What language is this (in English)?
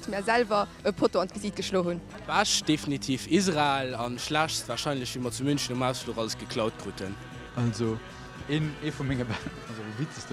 Luxembourgish